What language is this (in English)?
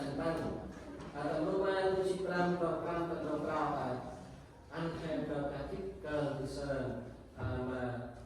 Central Mnong